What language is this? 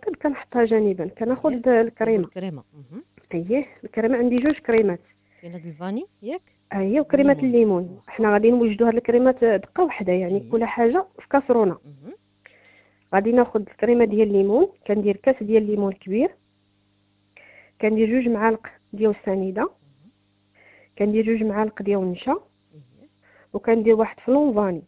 Moroccan Arabic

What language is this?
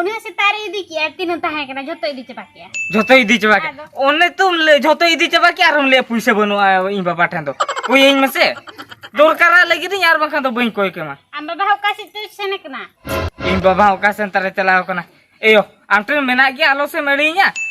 Santali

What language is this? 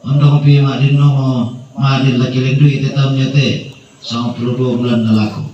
Toraja-Sa'dan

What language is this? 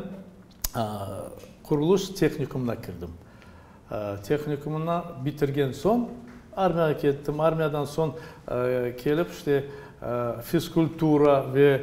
Crimean Tatar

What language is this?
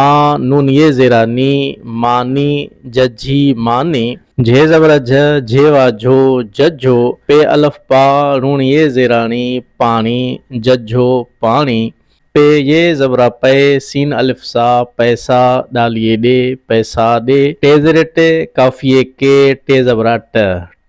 Sindhi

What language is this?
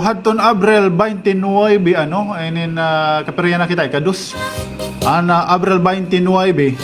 Waray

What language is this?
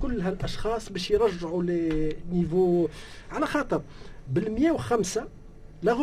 Tunisian Arabic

